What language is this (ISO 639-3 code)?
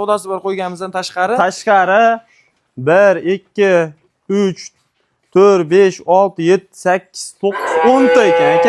uzb